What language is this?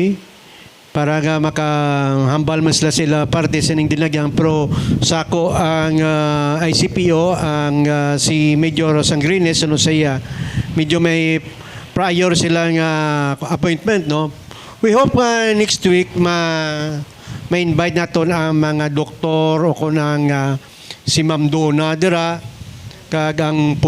Hiligaynon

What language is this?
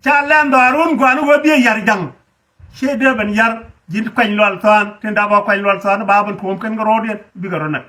Nuer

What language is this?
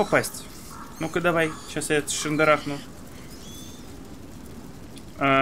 Russian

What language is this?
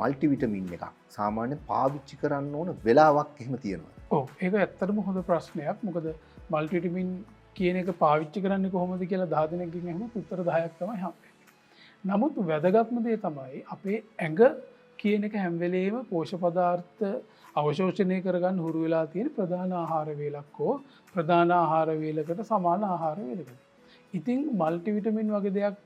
Sinhala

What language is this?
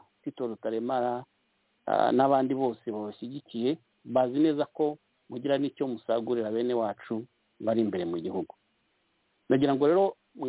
Kinyarwanda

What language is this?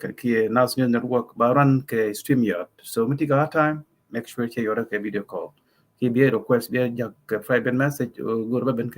Nuer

